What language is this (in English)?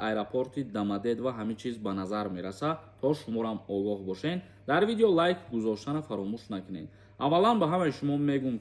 Tajik